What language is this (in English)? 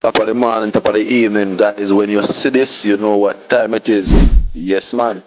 Jamaican Creole English